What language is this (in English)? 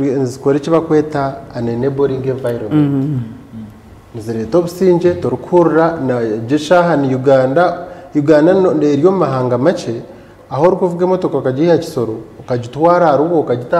Nyankole